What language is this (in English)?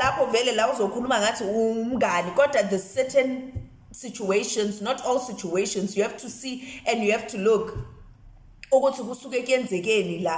Zulu